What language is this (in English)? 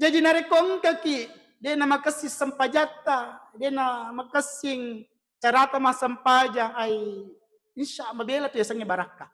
Buginese